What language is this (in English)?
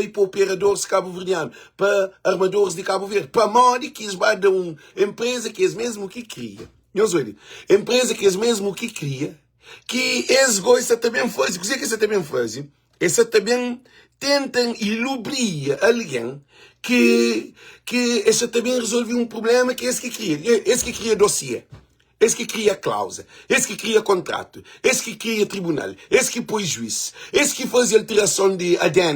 Kabuverdianu